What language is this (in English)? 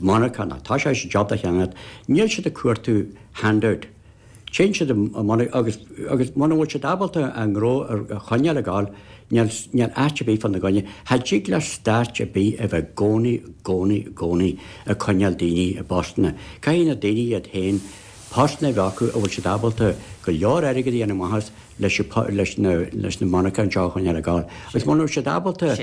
Irish